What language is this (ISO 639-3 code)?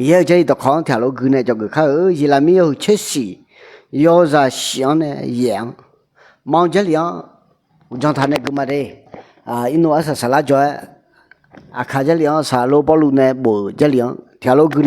ahk